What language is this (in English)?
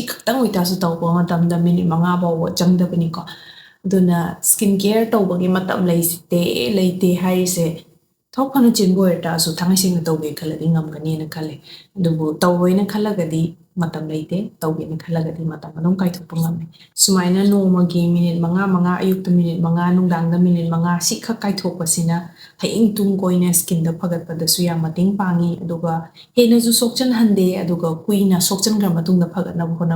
Manipuri